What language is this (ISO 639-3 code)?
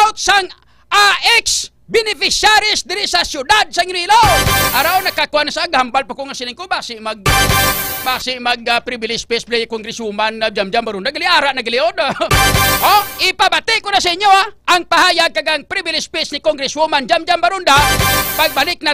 hil